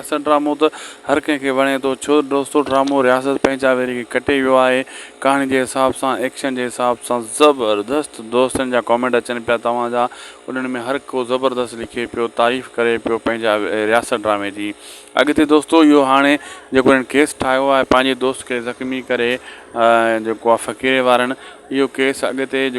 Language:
Sindhi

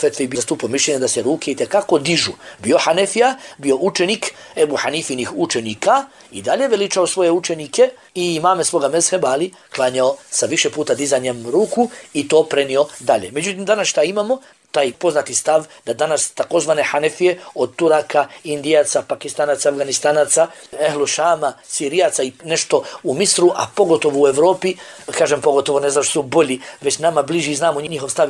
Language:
Bosnian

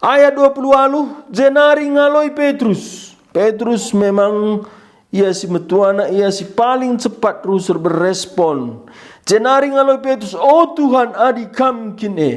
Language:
Batak Karo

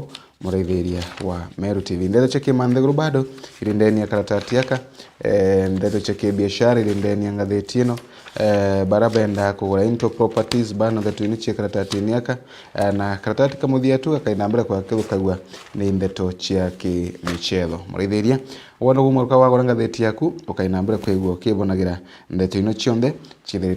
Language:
Meru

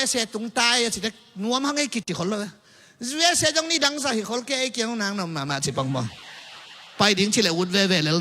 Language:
Tedim Chin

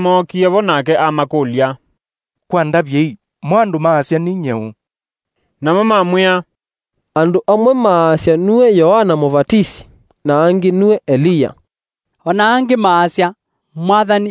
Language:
Kamba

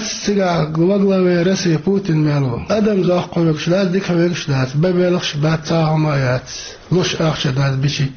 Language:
Chechen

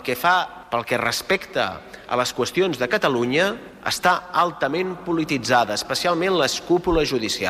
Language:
Catalan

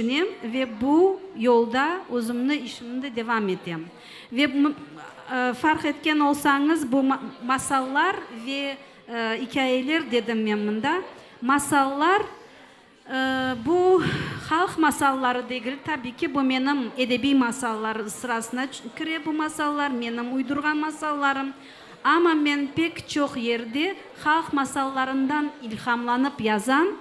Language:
Crimean Tatar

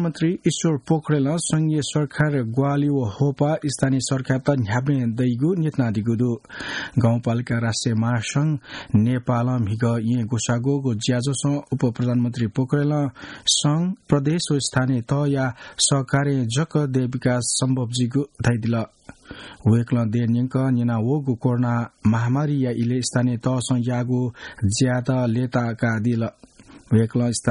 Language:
Newari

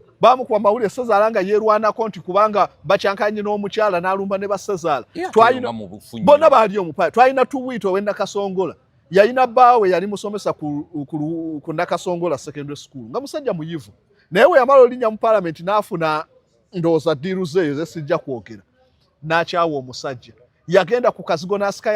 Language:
Ganda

